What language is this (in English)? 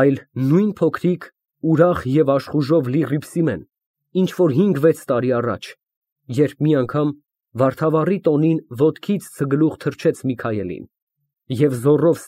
Armenian